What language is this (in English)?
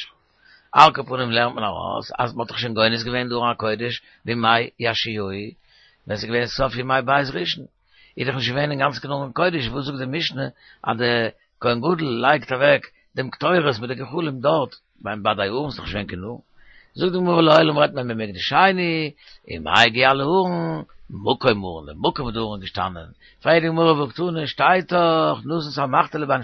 Yiddish